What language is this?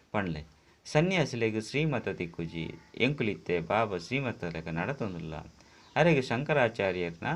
Tulu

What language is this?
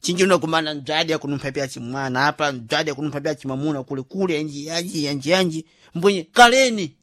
Sena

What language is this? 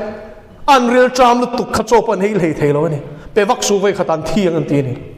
Mizo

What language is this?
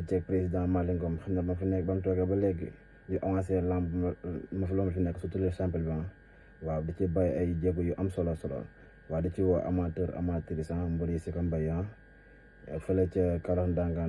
Wolof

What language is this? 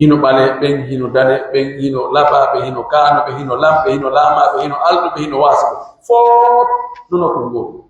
Pular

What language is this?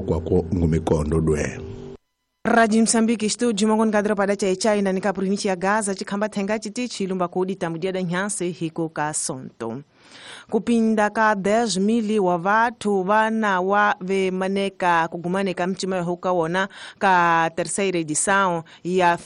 Tsonga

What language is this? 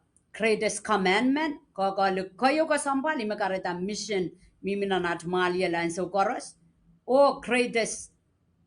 Pohnpeian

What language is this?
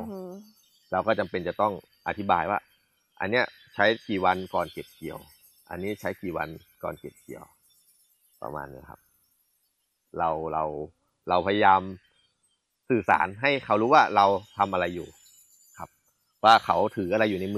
Thai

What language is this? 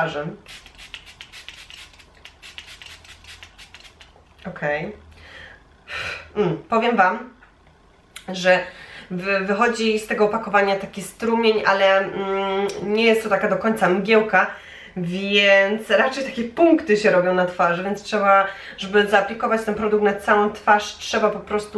Polish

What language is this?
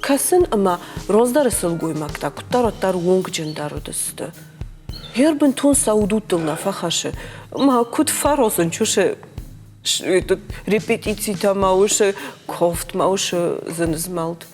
Ossetic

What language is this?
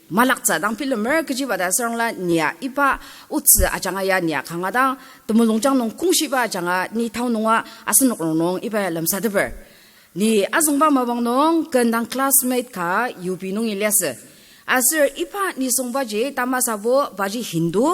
Ao Naga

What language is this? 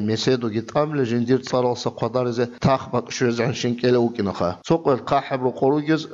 Avaric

